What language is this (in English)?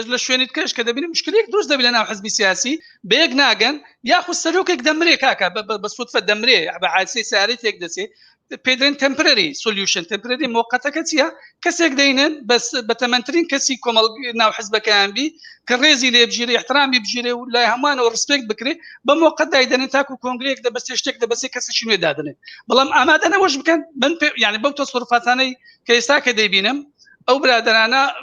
Central Kurdish